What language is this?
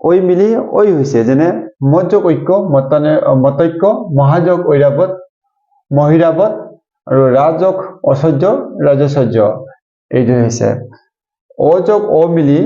Assamese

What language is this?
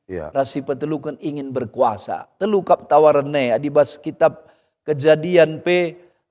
Batak Karo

